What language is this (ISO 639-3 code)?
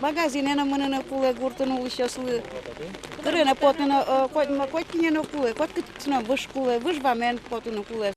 udm